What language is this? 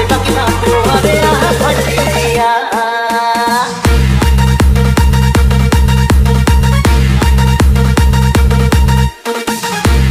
Bhojpuri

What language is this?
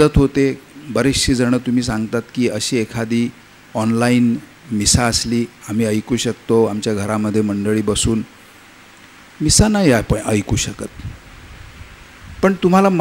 Marathi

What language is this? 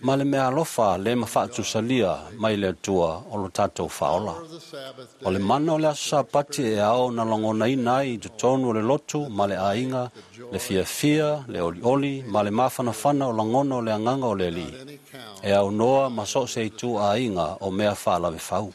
Samoan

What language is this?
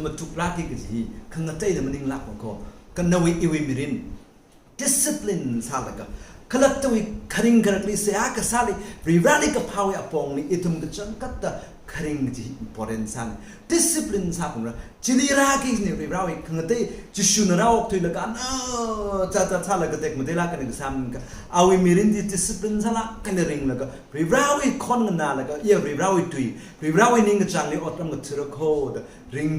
Tangkhul Naga (India)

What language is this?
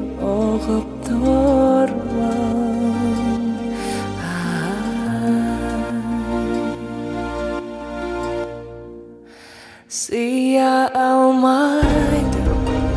Kazakh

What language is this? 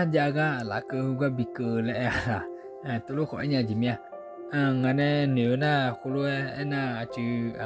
Akha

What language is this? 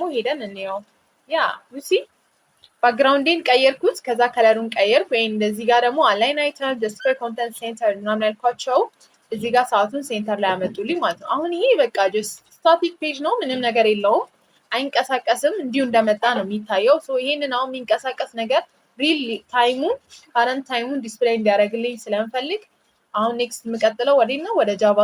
Amharic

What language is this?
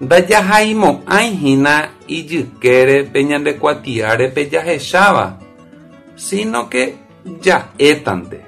Guarani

